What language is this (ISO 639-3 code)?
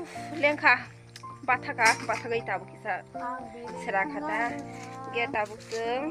trp